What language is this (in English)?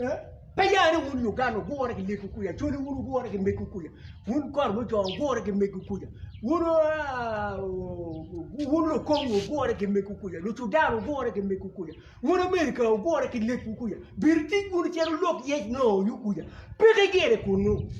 Acoli